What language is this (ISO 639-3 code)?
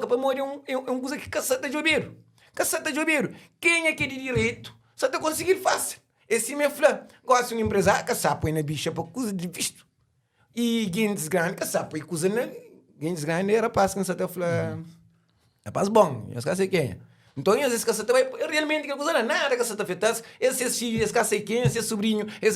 kea